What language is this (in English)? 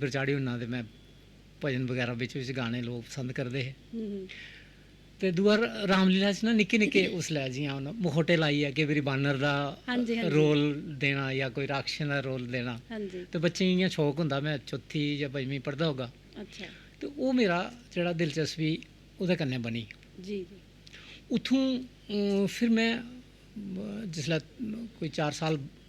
Dogri